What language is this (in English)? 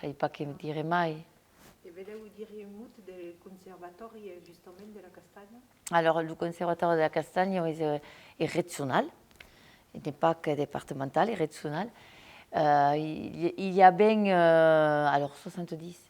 Occitan